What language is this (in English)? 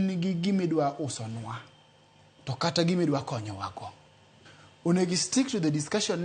Luo (Kenya and Tanzania)